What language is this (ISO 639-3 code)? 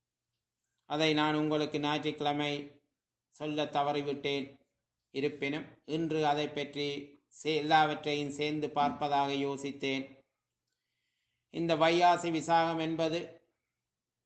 tam